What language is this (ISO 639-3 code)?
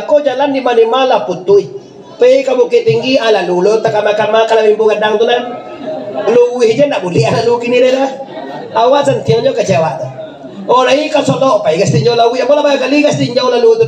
min